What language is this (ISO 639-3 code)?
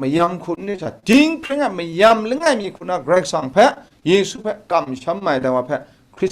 kac